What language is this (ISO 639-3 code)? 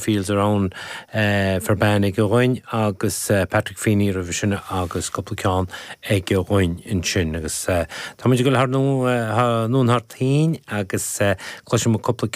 gle